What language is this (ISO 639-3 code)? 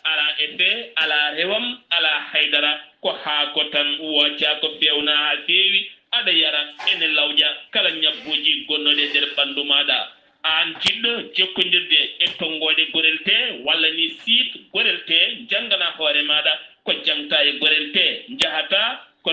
ful